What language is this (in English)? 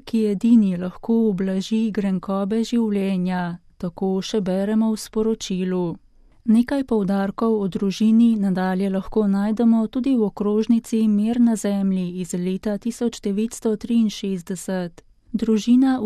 Slovenian